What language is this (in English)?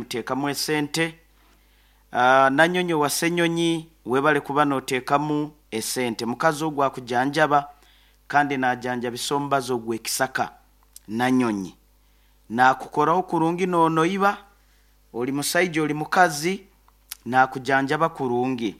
Nyoro